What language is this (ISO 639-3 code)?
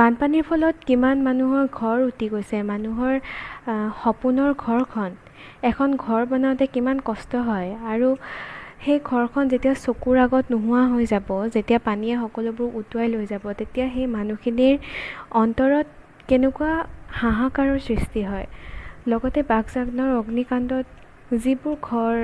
asm